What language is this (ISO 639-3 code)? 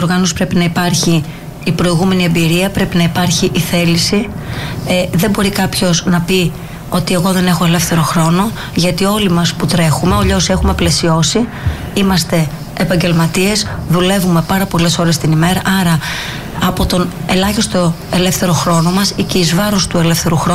ell